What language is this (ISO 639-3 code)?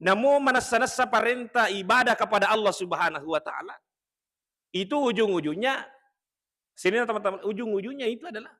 bug